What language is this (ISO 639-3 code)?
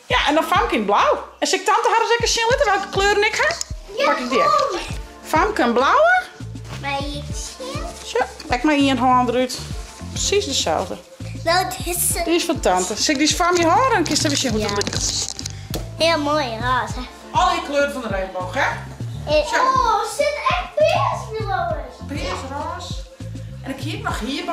fry